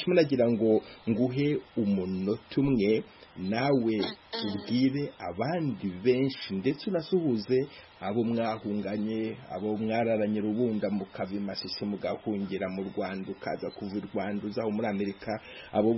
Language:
Kinyarwanda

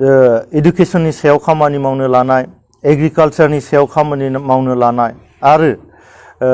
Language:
Bodo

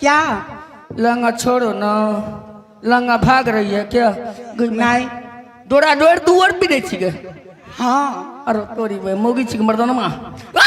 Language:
Maithili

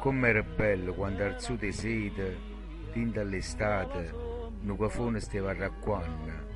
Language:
Neapolitan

